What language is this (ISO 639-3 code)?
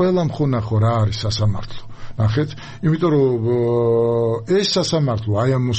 kat